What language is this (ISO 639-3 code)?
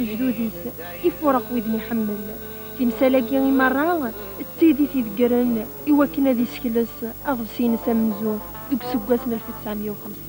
kab